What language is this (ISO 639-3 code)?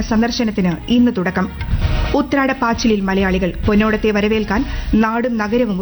mal